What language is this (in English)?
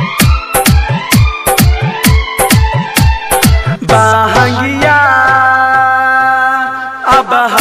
Bhojpuri